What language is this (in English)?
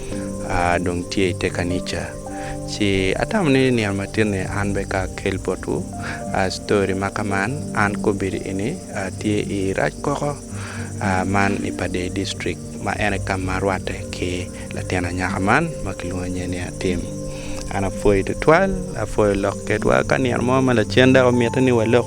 Acoli